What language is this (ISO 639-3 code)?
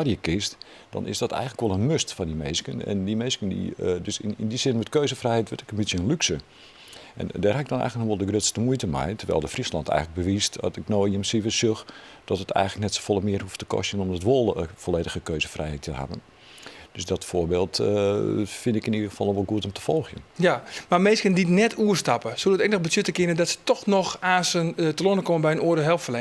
fry